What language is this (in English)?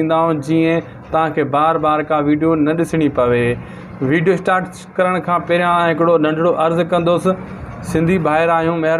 Sindhi